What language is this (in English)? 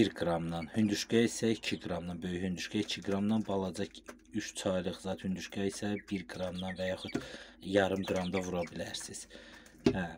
Azerbaijani